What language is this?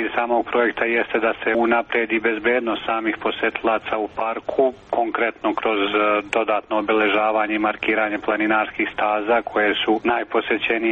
Serbian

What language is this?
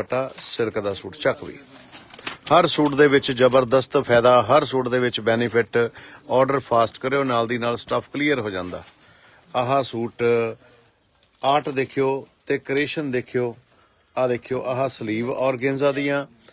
Punjabi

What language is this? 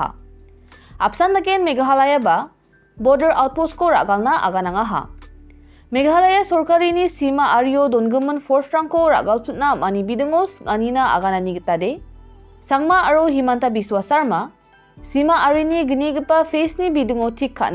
Garo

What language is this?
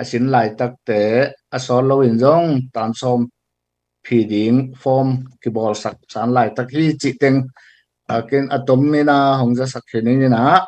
Tedim Chin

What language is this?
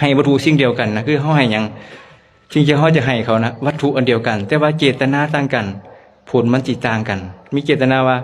Lao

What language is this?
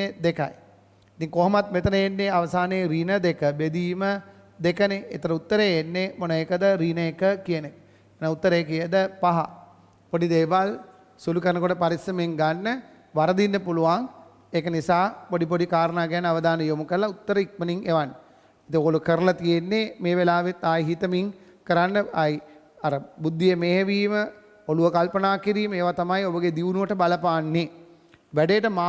Sinhala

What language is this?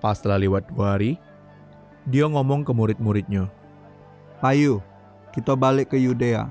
Musi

